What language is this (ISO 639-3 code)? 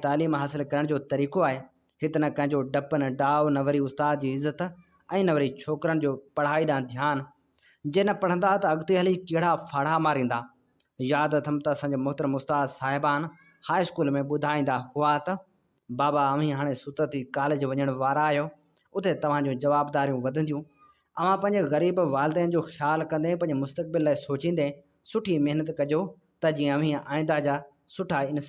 snd